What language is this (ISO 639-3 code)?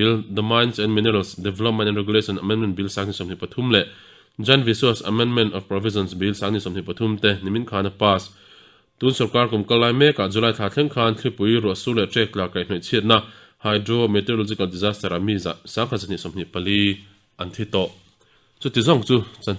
lus